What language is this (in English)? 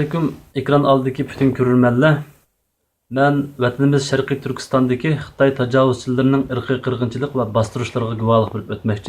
Uyghur